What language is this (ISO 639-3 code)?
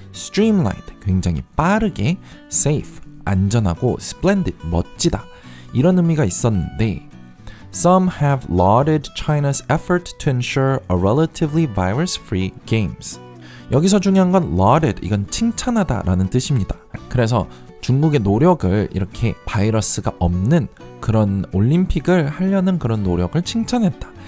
kor